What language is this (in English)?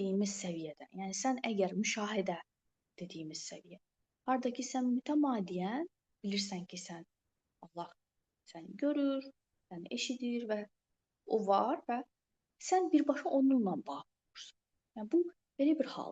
Azerbaijani